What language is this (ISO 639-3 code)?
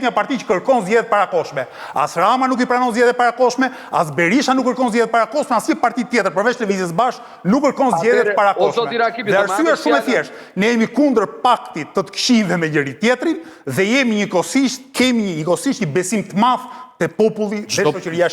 sqi